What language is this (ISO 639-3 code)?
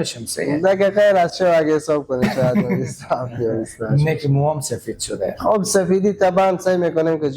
fas